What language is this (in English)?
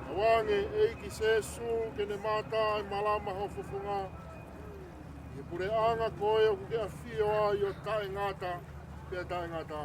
Tongan